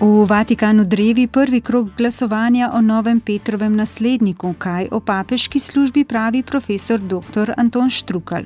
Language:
Slovenian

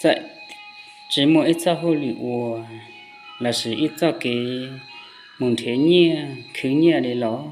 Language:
Hmong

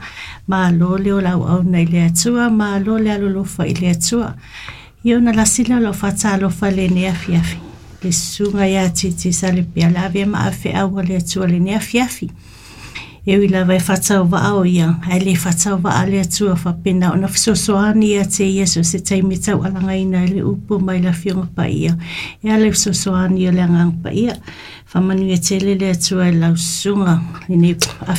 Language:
Samoan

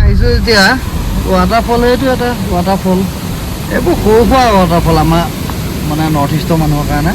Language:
Assamese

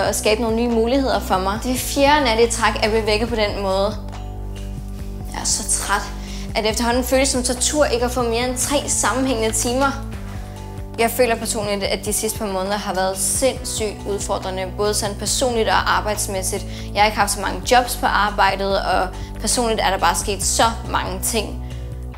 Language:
Danish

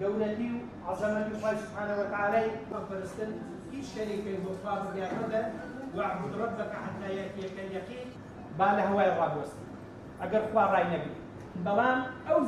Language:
Central Kurdish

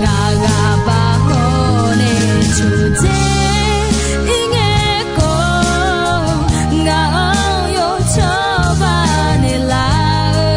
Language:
Akha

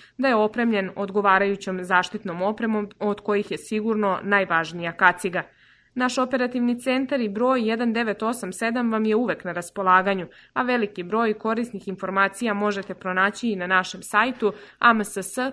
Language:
Serbian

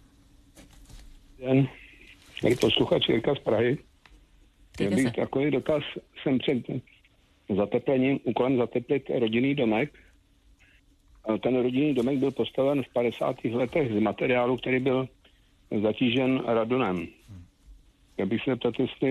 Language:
Czech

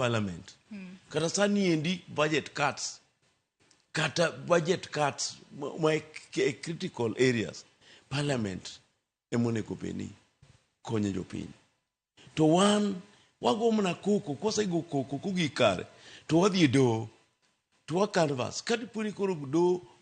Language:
Luo (Kenya and Tanzania)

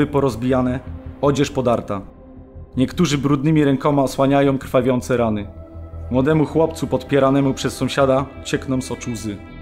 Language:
Polish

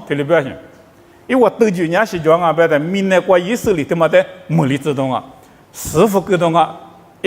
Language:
Lisu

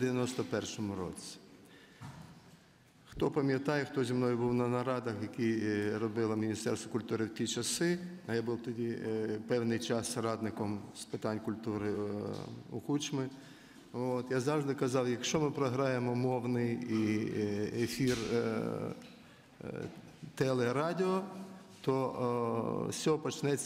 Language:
Ukrainian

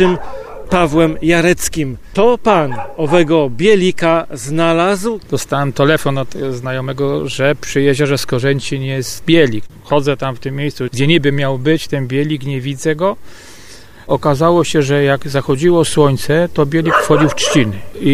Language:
Polish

